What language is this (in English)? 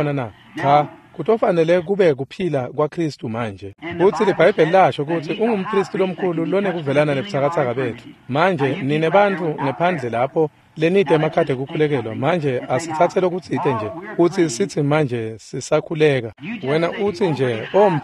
Swati